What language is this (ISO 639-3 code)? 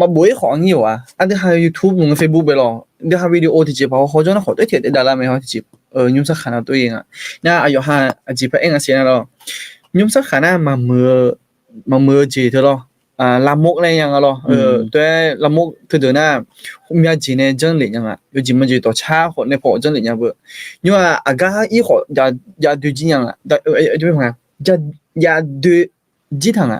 ahk